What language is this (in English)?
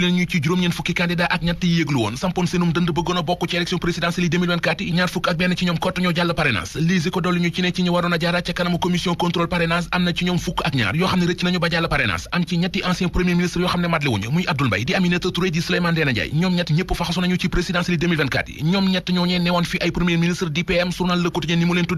Wolof